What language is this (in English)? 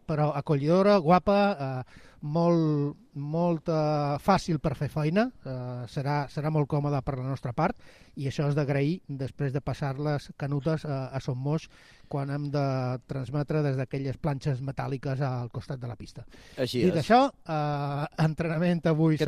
Catalan